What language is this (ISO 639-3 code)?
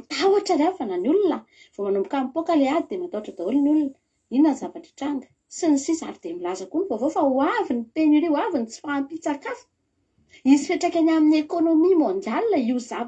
mlg